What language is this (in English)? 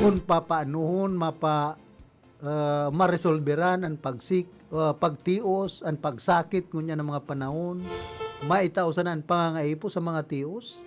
Bikol